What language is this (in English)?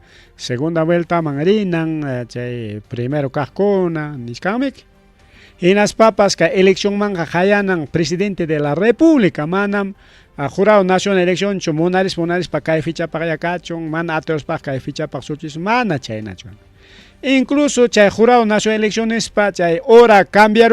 Ayacucho Quechua